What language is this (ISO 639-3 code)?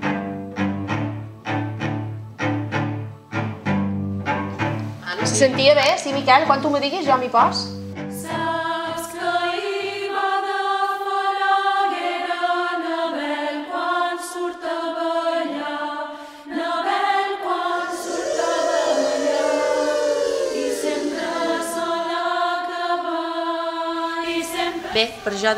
cat